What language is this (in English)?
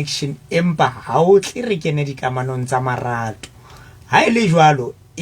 Southern Sotho